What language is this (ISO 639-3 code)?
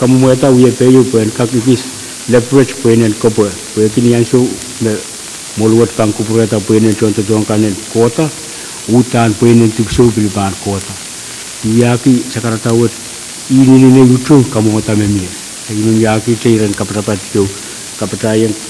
pon